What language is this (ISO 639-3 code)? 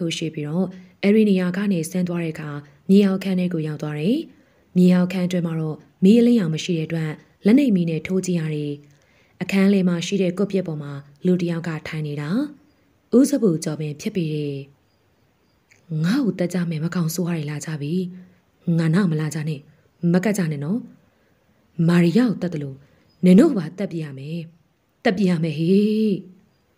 mya